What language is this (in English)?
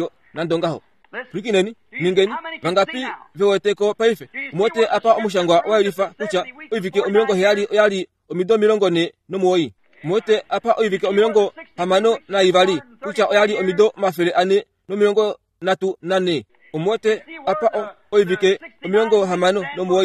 Kuanyama